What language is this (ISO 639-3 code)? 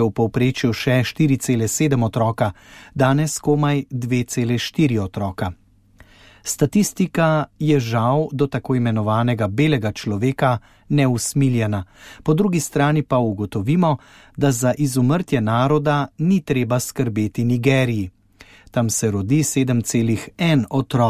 slv